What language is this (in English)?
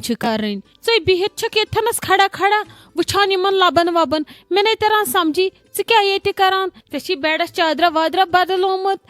Kashmiri